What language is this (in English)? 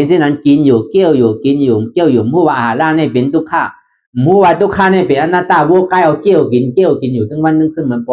Shan